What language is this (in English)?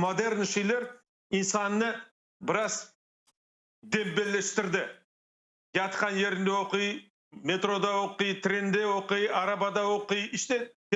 Crimean Tatar